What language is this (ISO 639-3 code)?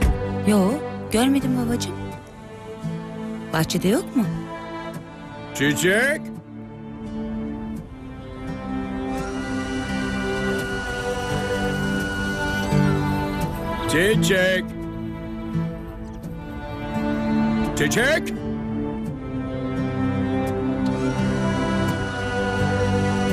tur